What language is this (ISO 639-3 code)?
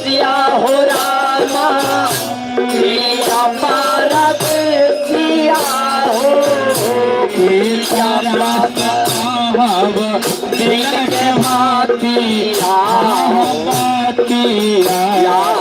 mag